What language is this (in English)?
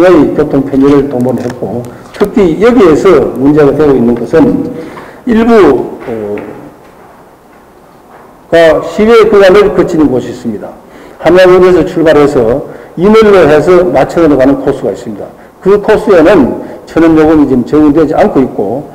Korean